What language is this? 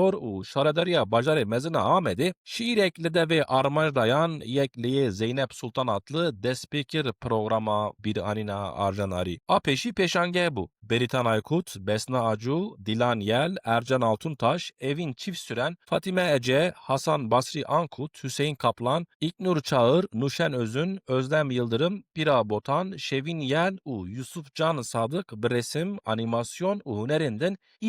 Kurdish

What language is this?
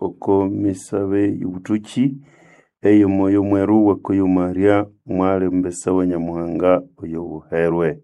Nande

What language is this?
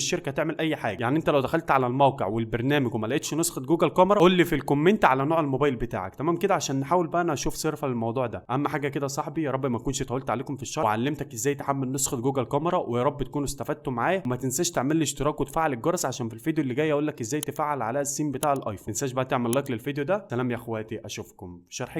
Egyptian Arabic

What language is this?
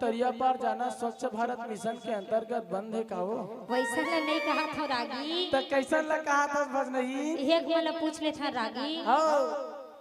Chhattisgarhi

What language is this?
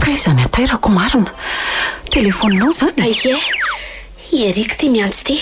Malagasy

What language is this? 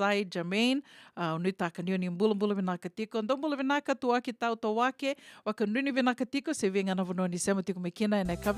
Fijian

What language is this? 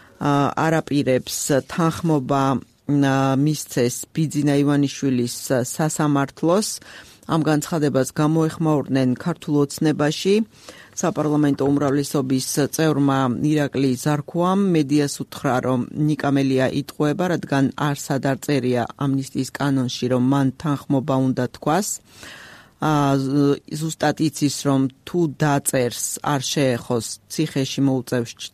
Georgian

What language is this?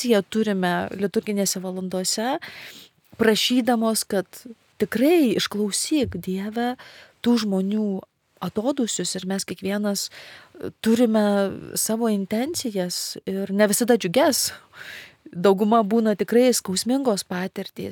Lithuanian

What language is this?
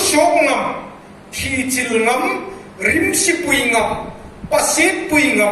Hmar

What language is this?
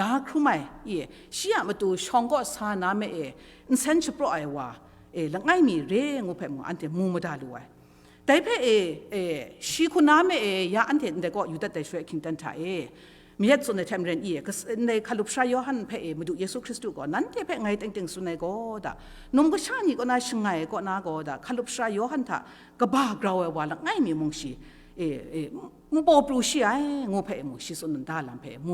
Kachin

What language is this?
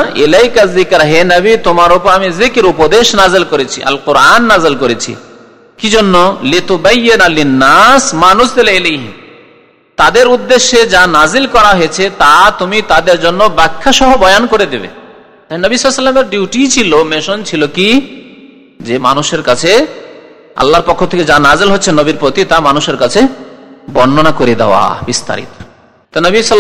Bangla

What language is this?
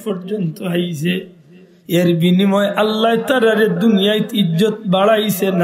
Sylheti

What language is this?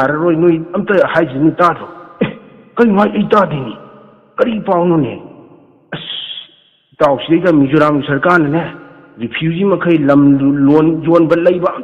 Manipuri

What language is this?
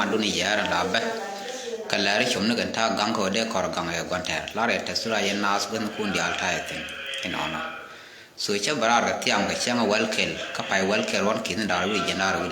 Nuer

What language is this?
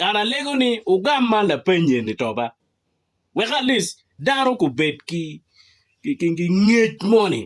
Acoli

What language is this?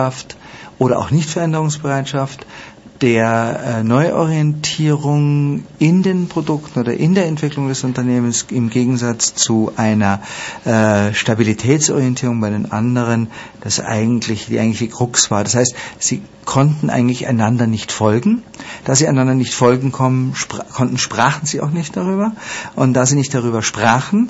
German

